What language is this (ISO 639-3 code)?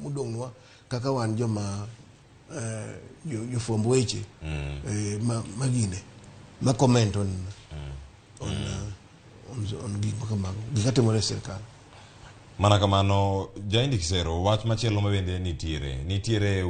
luo